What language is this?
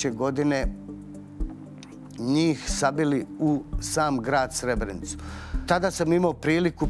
Serbian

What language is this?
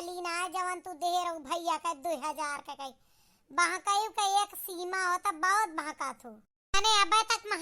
Awadhi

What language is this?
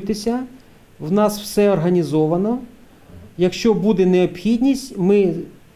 Ukrainian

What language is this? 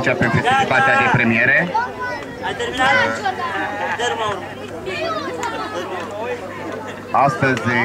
Romanian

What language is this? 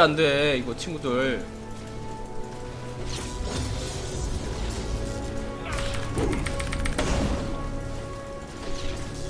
Korean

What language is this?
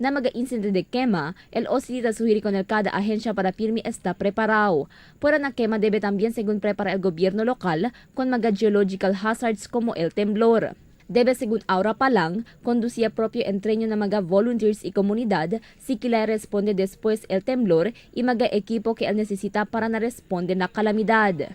Chavacano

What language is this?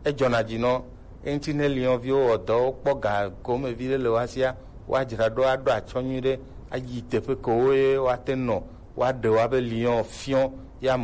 Gen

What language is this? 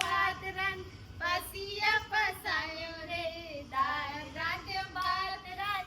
Chhattisgarhi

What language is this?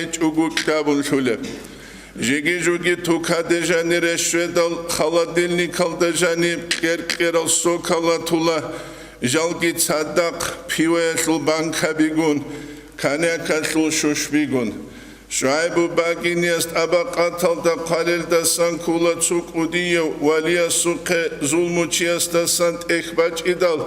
Avaric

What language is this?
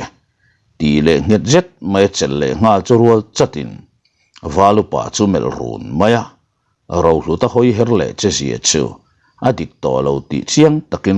Mizo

